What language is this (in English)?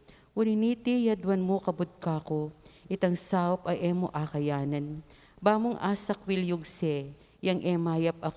Pampanga